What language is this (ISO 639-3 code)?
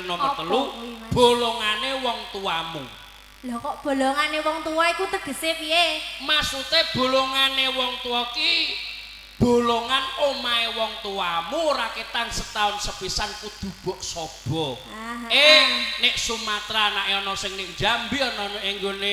jav